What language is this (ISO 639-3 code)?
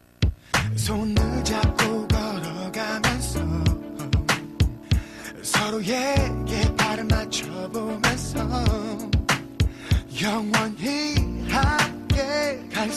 kor